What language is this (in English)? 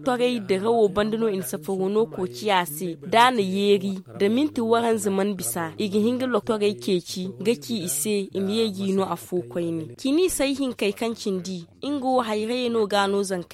Zarma